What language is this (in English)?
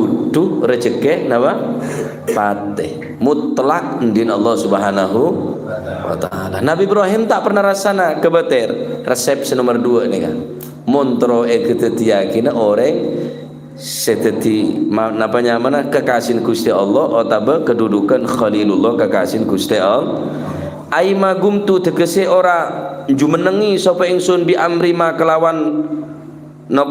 Madurese